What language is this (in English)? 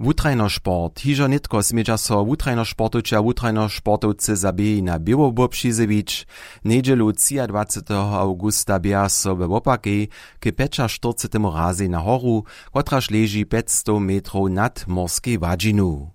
Upper Sorbian